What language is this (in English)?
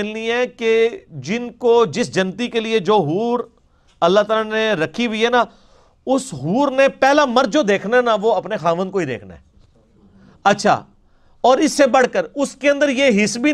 Urdu